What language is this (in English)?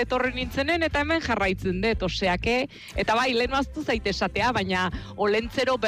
Basque